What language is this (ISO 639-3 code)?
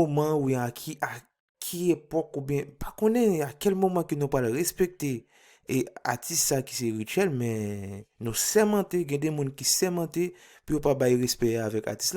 hat